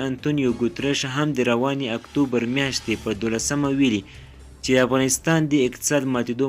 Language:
Pashto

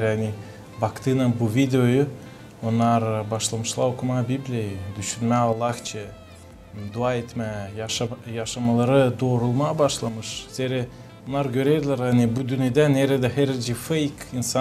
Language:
Gagauz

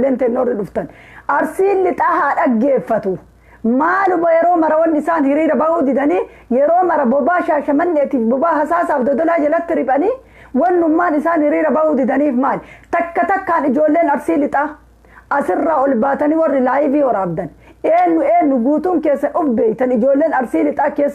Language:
Oromo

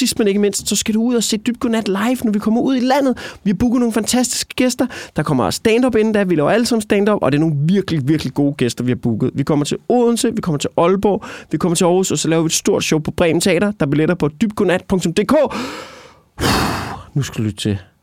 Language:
Danish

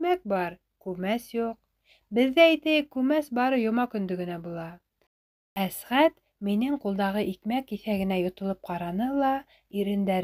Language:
Bashkir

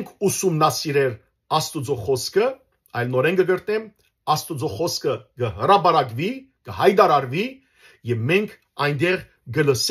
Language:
Western Armenian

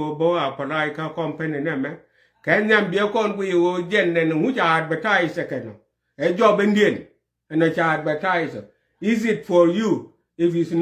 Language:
Nuer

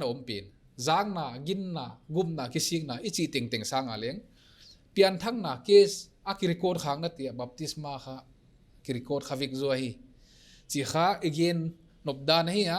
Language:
Paite Chin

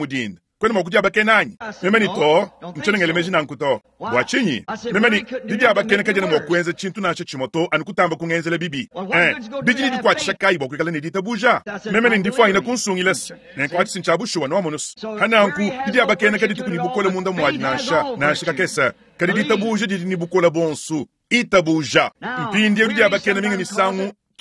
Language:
Luba-Lulua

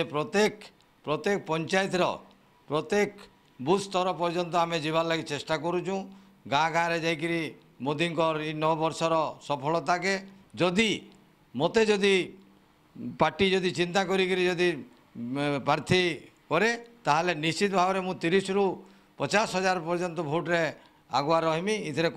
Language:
Odia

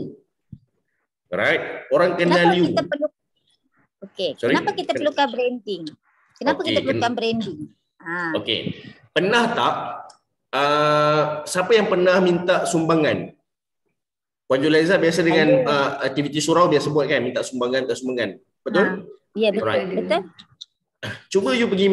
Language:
Malay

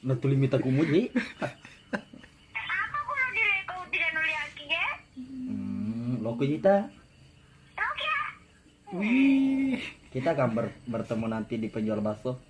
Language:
Buginese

